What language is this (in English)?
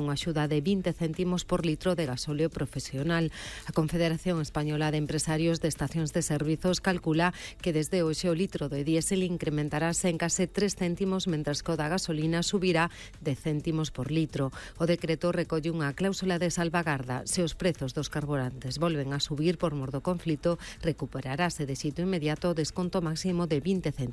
Galician